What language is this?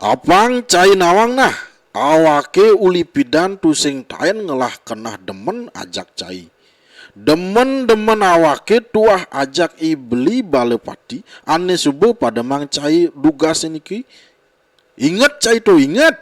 Balinese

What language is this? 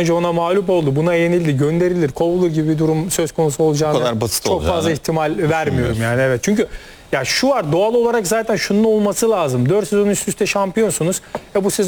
Turkish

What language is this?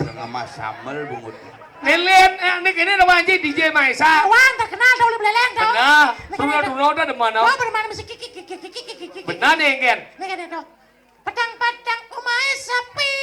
Balinese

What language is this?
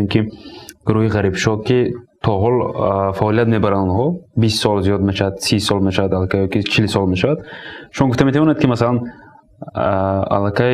Tajik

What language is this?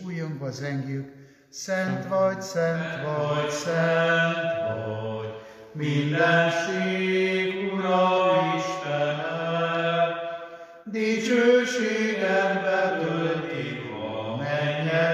Hungarian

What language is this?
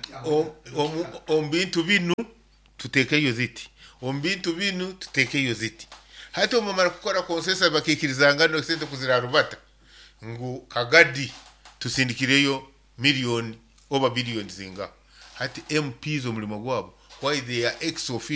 Nyoro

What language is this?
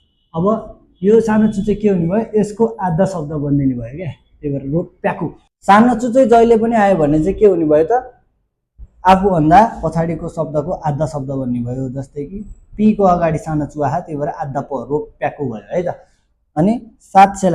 Nepali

